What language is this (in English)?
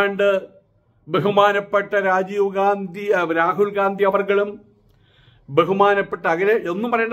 Malayalam